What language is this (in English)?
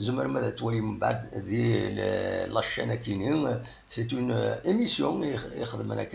Kabyle